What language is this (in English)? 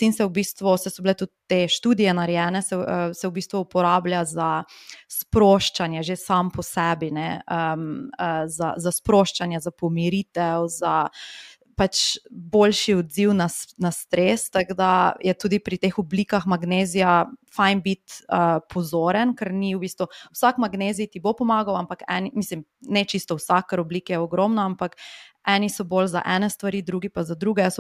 Slovenian